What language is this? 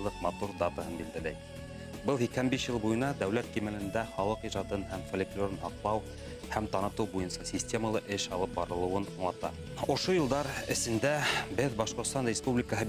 Bashkir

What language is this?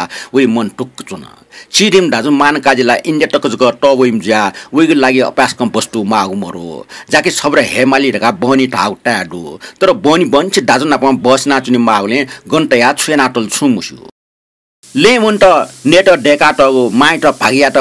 Newari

